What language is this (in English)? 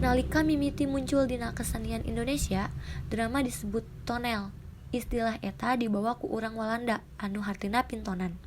Sundanese